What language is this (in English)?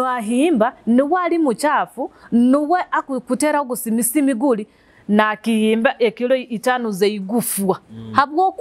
Nyoro